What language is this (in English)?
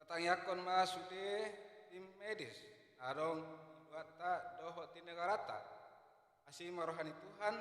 Batak Toba